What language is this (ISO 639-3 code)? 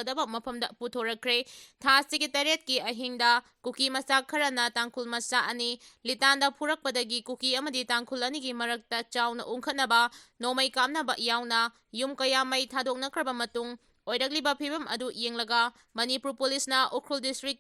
mni